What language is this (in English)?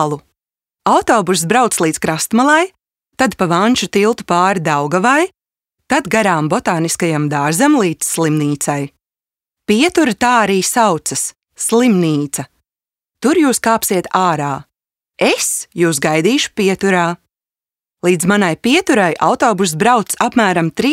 Latvian